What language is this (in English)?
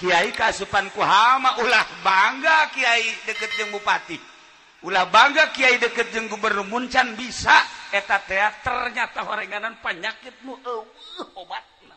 Sundanese